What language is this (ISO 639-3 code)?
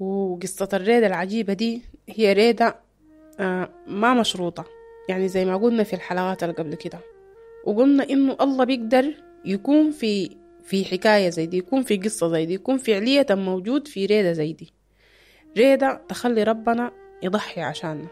apd